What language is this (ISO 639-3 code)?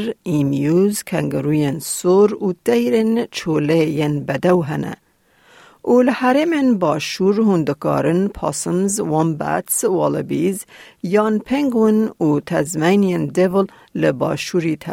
kur